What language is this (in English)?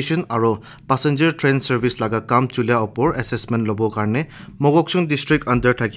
Naga Pidgin